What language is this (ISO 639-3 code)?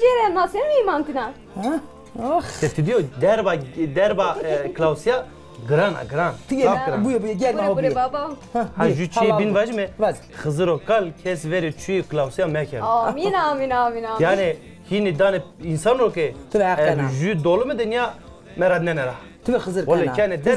zza